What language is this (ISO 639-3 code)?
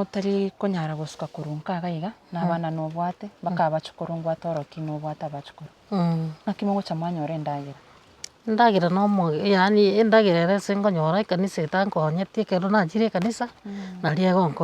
guz